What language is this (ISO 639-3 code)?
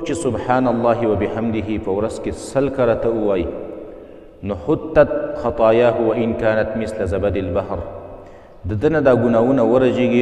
pus